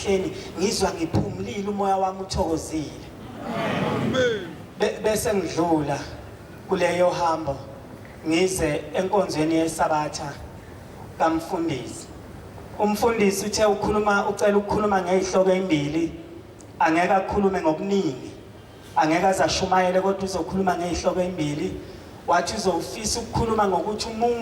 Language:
Zulu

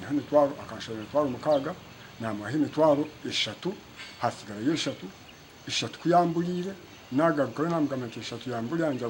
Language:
Nyankole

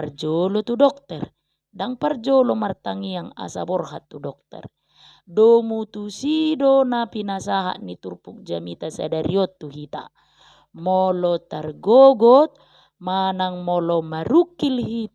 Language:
Batak Toba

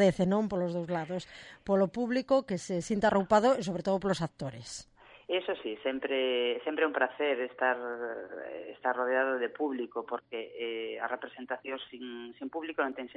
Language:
Galician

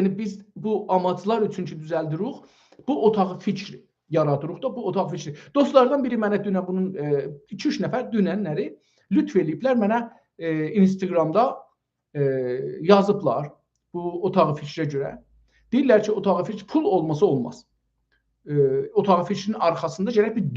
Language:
South Azerbaijani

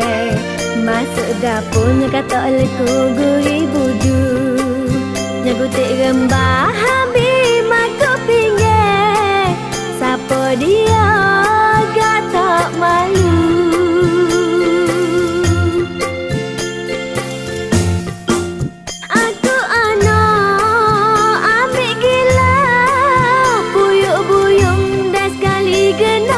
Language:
Malay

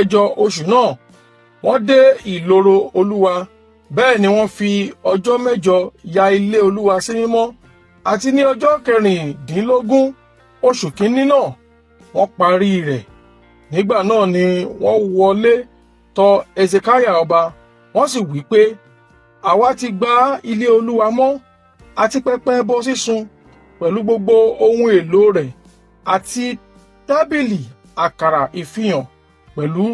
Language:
Yoruba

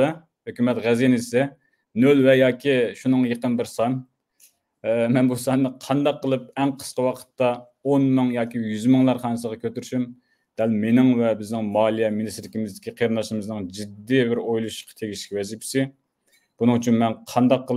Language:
Uyghur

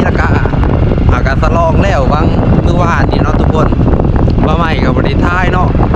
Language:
Lao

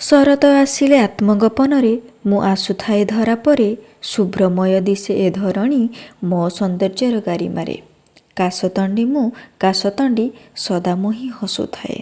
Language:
Odia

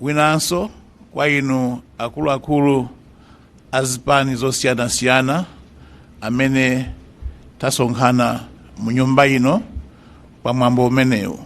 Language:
Nyanja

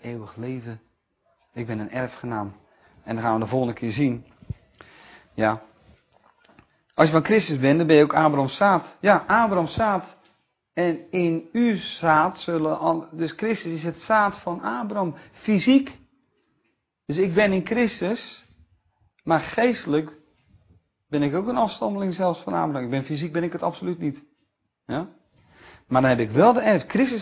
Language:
Dutch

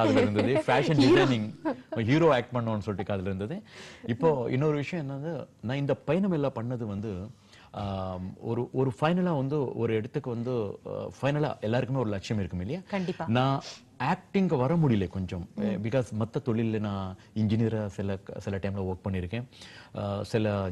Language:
Tamil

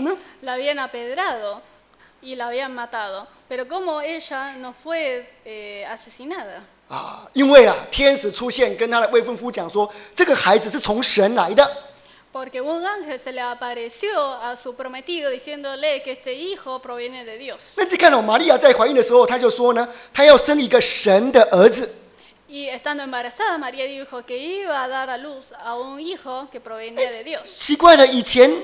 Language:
Chinese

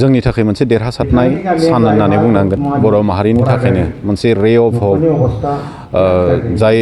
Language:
Bodo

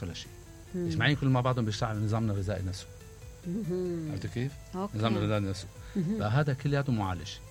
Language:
Mesopotamian Arabic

